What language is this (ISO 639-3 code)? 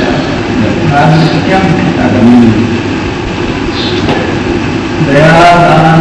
guj